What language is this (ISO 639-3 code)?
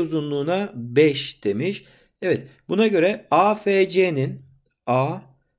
tur